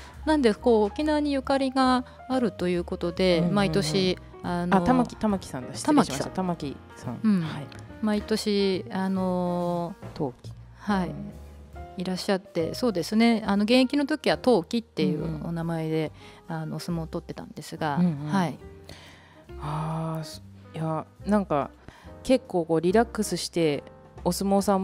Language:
Japanese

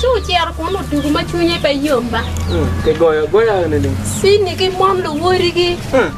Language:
Acoli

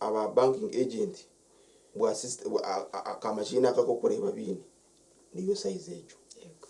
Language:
Nyankole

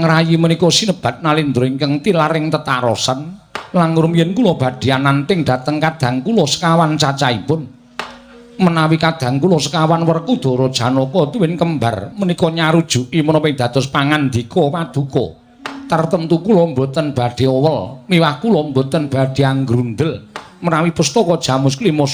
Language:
Javanese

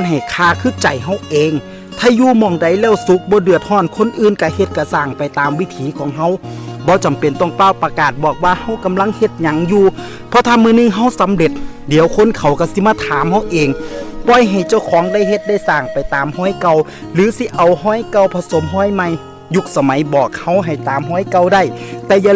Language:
Northeastern Thai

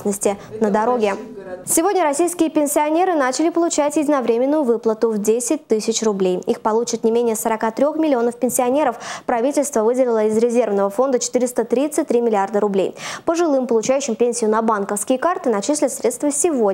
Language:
Russian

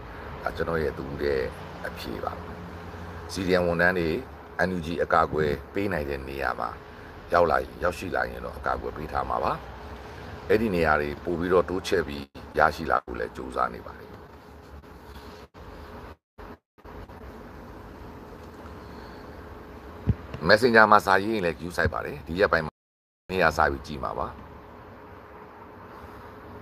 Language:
Burmese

